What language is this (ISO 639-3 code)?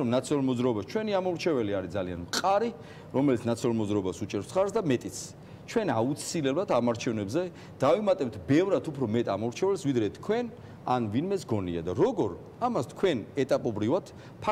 kat